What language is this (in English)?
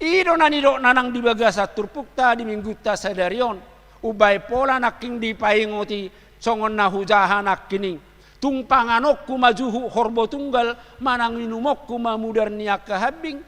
Batak Toba